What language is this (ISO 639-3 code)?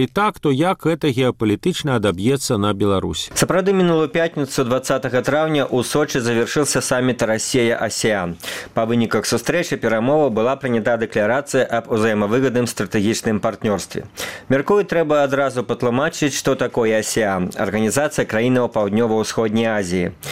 bel